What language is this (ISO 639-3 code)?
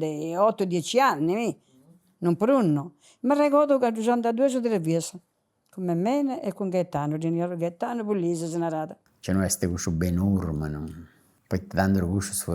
srd